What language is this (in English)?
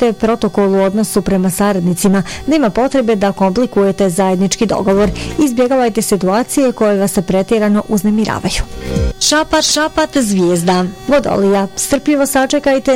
Bosnian